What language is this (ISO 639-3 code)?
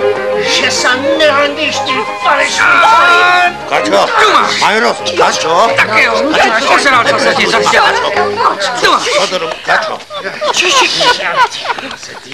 ces